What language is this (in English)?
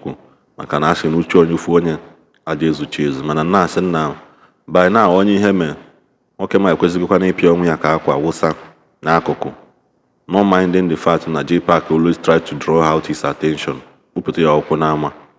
Igbo